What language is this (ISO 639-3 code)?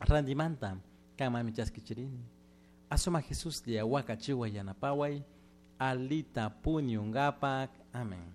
qug